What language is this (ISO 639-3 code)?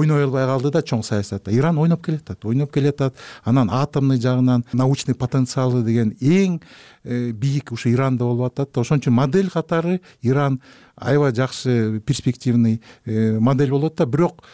kir